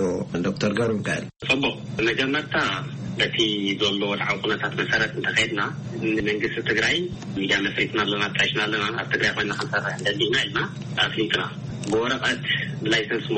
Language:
Tigrinya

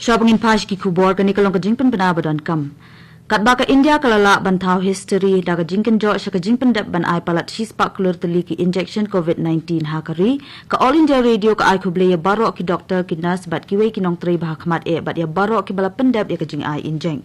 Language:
Khasi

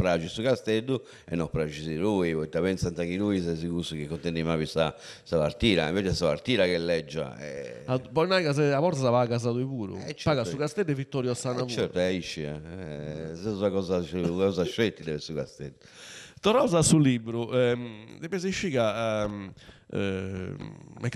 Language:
Sardinian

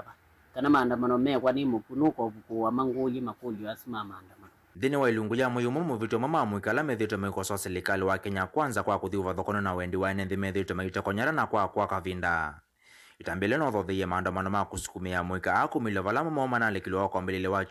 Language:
Kamba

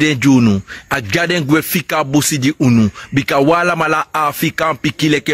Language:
Sranan Tongo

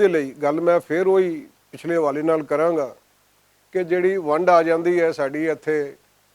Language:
Western Panjabi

